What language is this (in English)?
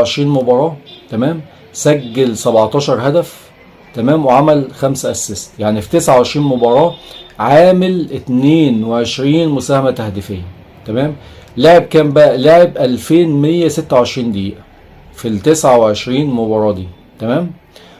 Egyptian Arabic